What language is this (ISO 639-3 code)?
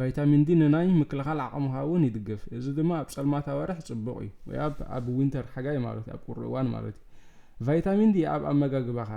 tir